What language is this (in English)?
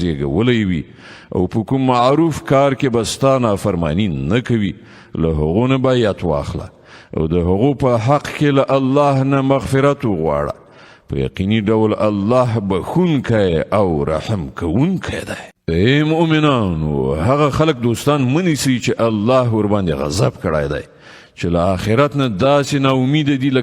Pashto